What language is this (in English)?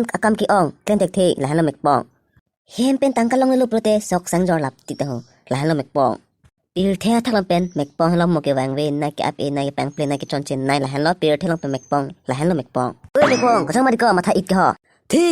Karbi